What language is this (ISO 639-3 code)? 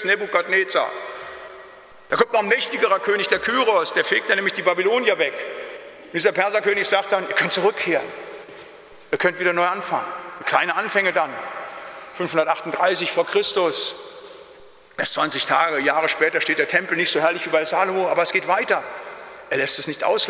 deu